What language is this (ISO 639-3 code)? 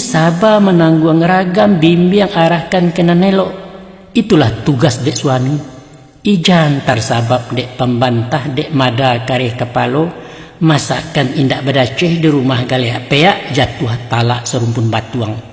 min